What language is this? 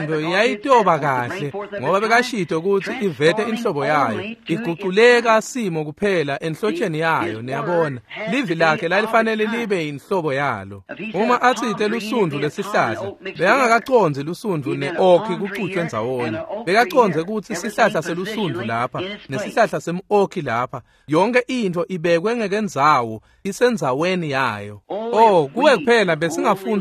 Swati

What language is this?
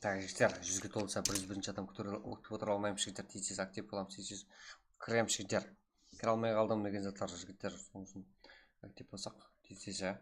Kara-Kalpak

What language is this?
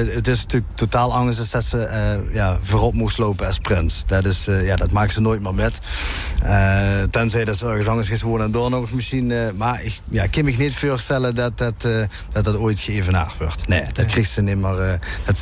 Limburgish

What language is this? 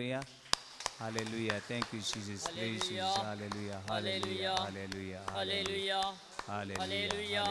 Konkani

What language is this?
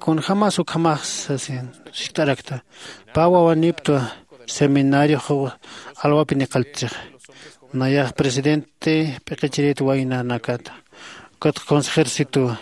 Aymara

